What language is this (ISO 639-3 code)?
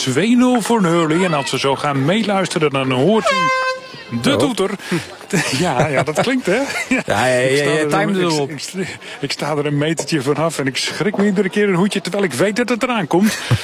nld